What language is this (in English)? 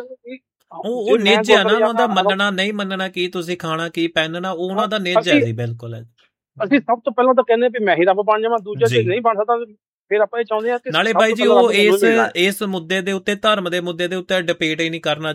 Punjabi